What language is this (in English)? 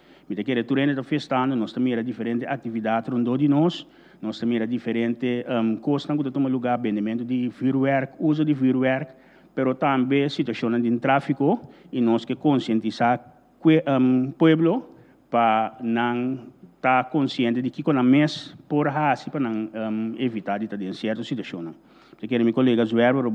Papiamento